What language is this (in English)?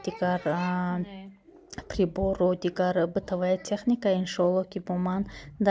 Tajik